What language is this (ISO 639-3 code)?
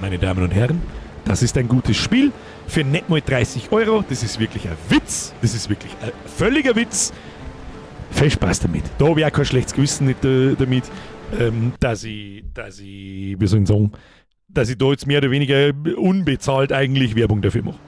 bar